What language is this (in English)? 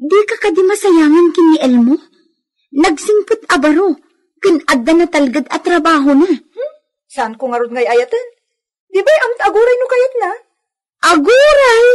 Iloko